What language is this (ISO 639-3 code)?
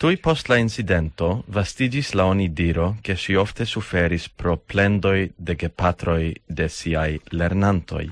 epo